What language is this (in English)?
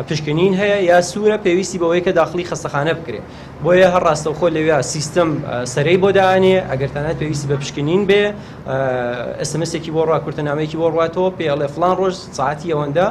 Central Kurdish